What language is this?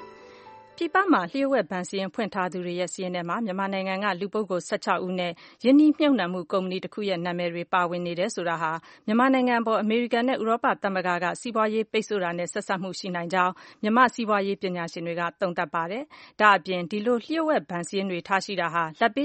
Burmese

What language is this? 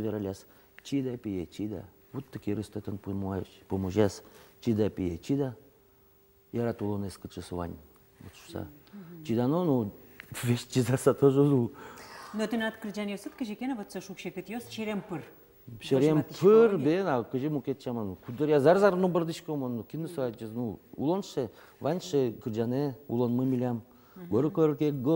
Udmurt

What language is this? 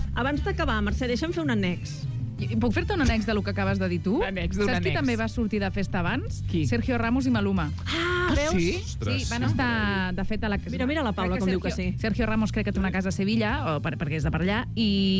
Catalan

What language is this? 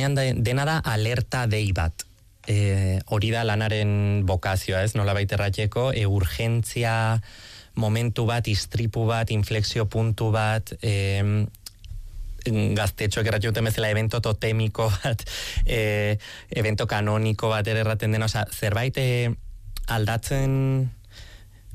Basque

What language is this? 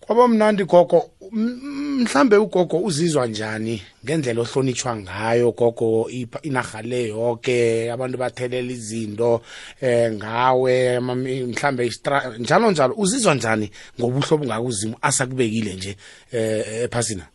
South Ndebele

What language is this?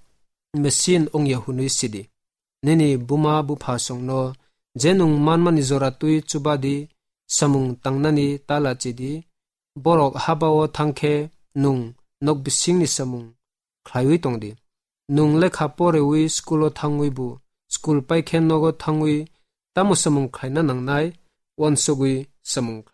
Kok Borok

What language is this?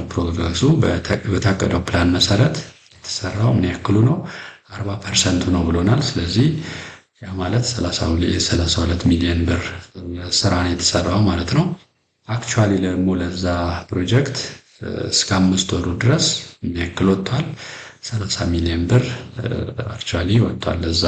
Amharic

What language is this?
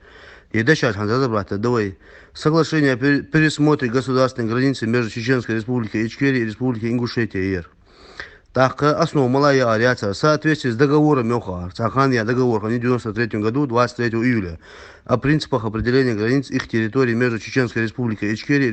Ingush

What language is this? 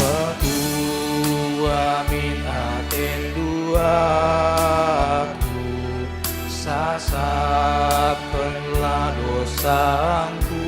Batak Karo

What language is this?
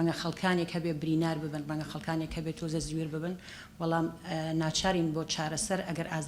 Central Kurdish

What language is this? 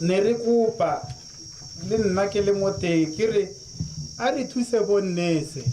Tswana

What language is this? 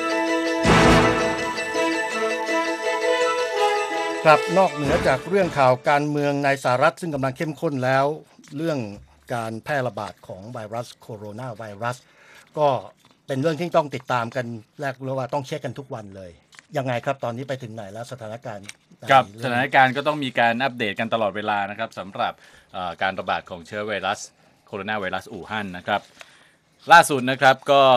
Thai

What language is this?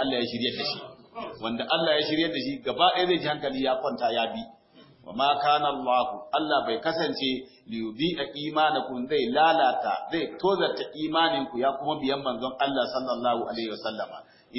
Hausa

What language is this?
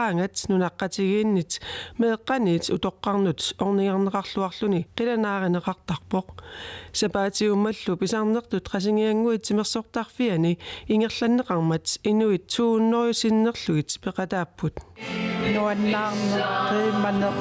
Kalaallisut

